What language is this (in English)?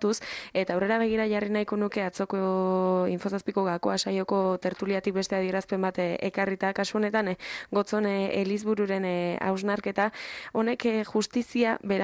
Basque